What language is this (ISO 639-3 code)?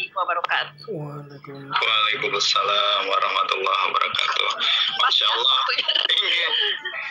ind